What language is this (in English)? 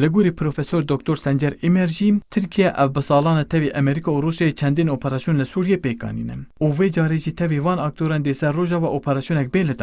Kurdish